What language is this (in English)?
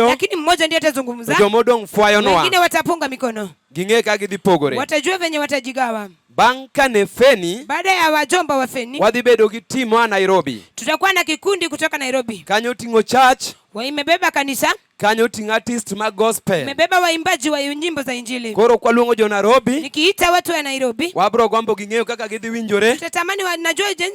Luo (Kenya and Tanzania)